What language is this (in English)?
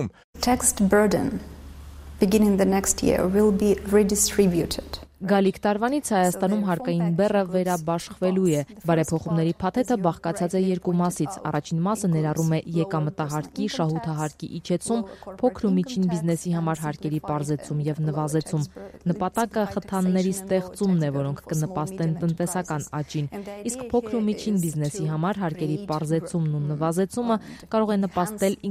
Armenian